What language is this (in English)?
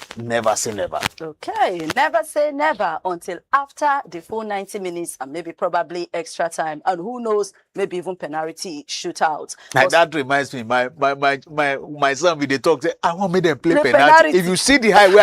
Nigerian Pidgin